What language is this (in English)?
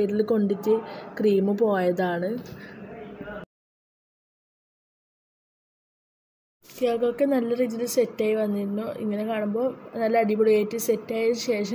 Malayalam